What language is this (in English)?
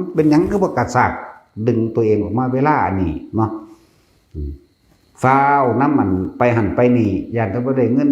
Northeastern Thai